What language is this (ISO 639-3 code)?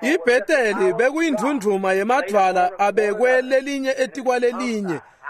ssw